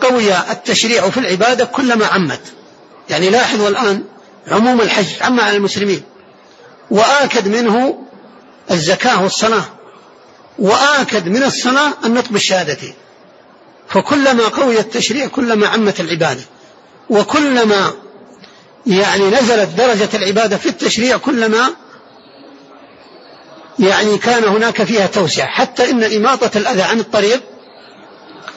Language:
Arabic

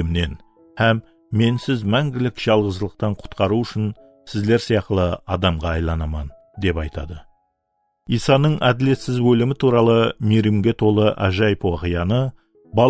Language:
Kara-Kalpak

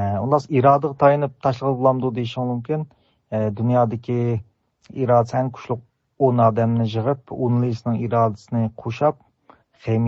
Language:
Uyghur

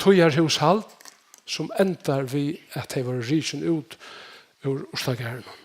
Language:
Faroese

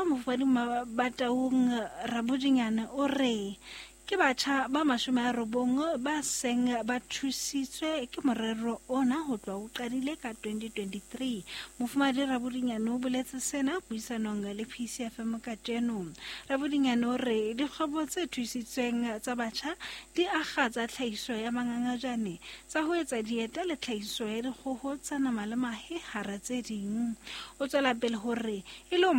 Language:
Southern Sotho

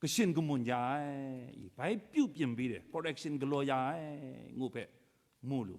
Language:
Kachin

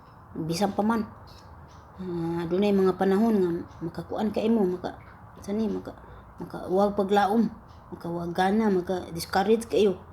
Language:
Cebuano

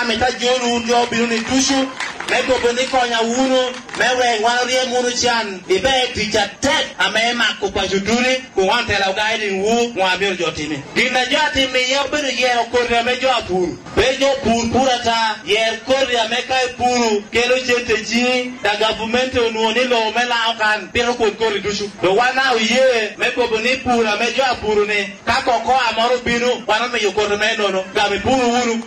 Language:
Lango (Uganda)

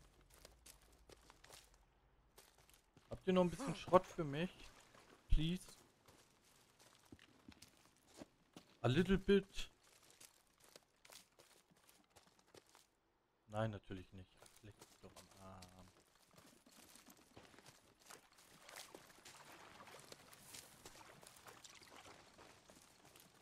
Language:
German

